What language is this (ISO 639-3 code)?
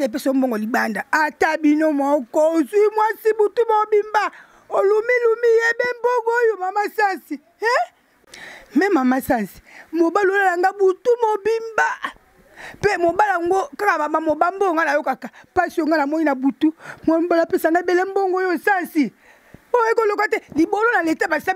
lin